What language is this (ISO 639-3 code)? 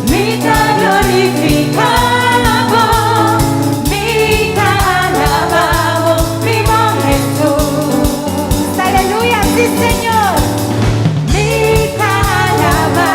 pap